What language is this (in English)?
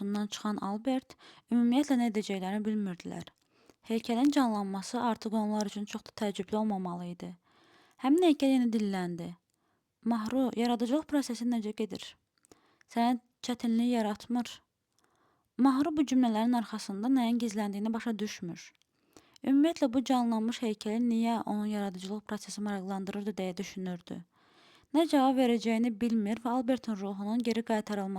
Azerbaijani